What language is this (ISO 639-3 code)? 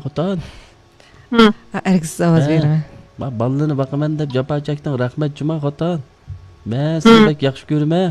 uig